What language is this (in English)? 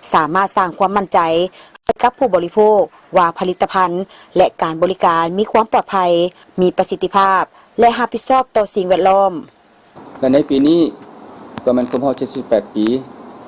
Lao